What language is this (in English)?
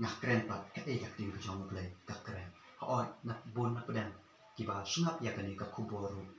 Khasi